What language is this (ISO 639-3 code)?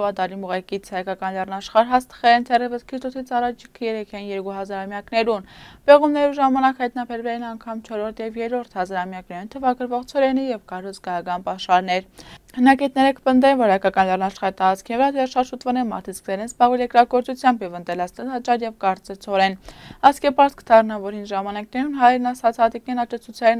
hye